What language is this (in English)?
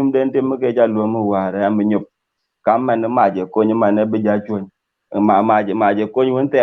Dinka